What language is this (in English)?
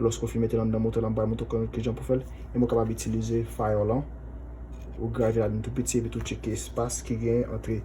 Haitian Creole